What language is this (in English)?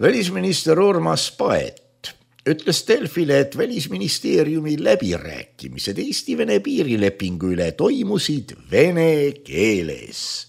Estonian